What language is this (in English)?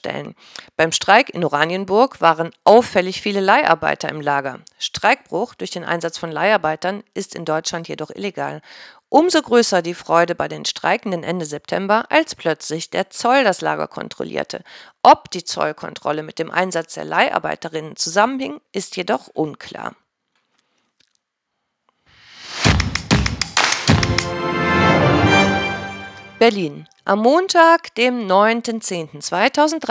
German